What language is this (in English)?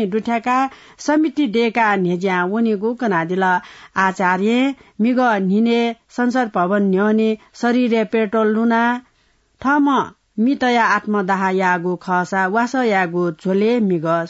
Newari